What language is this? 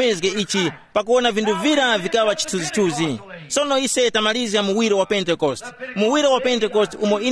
Tumbuka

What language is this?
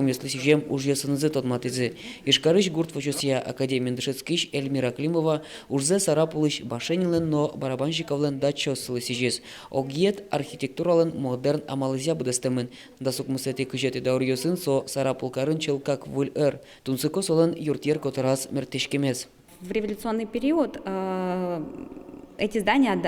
Udmurt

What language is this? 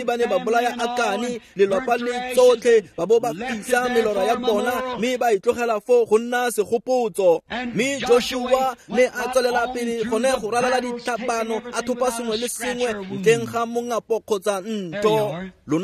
Tswana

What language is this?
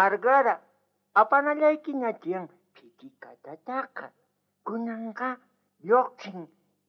South Bolivian Quechua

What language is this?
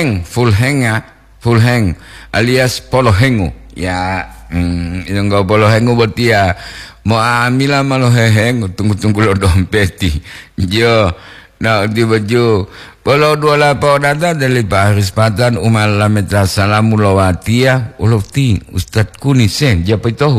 Gorontalo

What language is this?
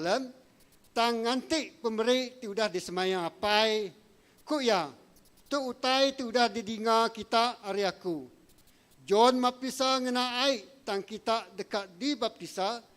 Iban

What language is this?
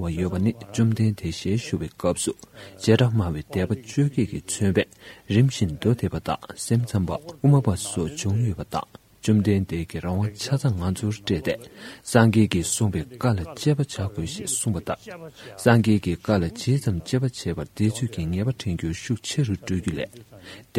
Tibetan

